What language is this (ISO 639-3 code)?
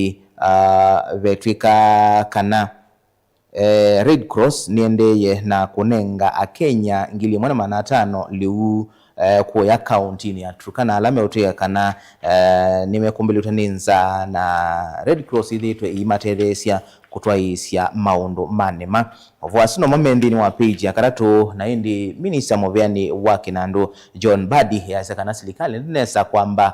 kam